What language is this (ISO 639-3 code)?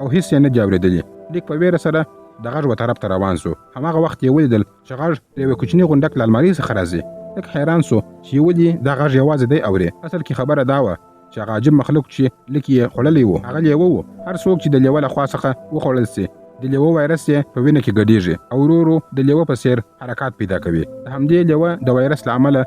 pus